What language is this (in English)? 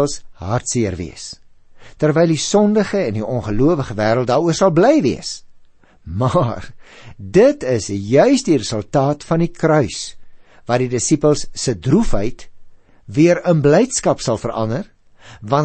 Afrikaans